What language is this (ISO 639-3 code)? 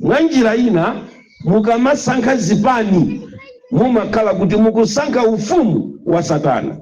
nya